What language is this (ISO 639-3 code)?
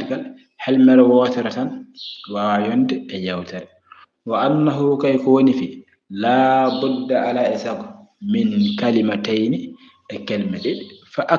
ful